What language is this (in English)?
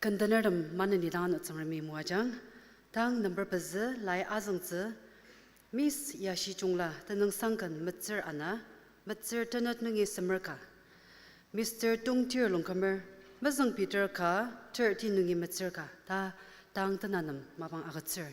Ao Naga